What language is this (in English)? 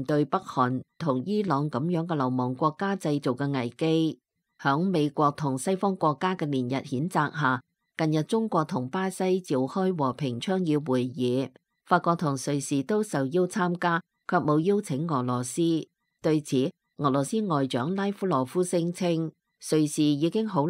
Cantonese